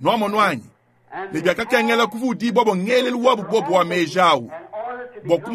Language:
Luba-Lulua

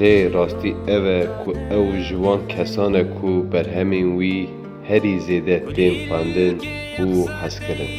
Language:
Kurdish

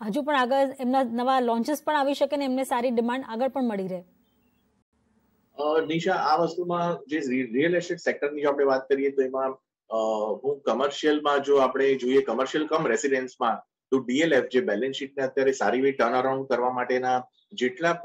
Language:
Gujarati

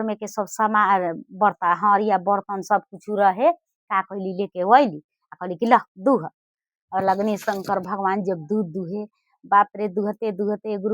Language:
Bhojpuri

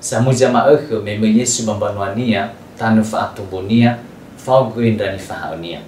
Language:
Nias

